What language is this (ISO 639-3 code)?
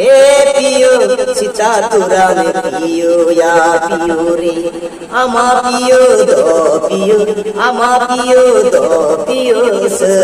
sat